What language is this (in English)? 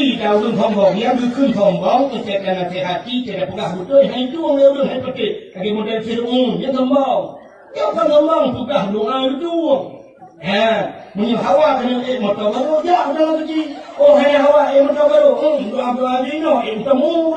Achinese